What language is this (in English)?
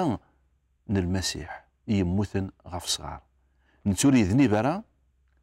Kabyle